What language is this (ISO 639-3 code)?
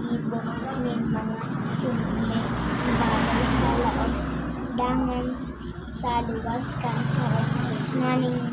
bik